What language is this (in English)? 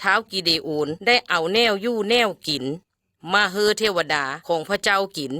Lao